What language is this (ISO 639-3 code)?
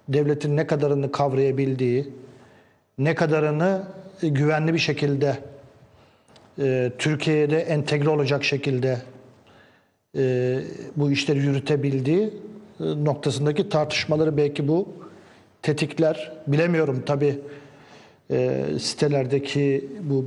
tur